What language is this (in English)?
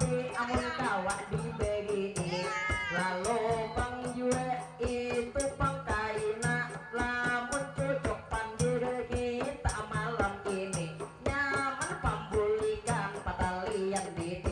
Banjar